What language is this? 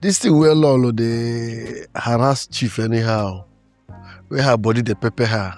Nigerian Pidgin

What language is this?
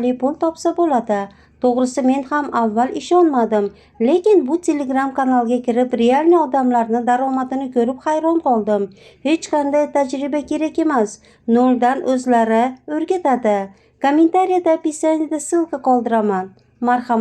Uzbek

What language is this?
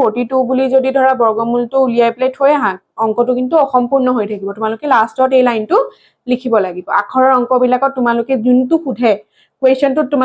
Assamese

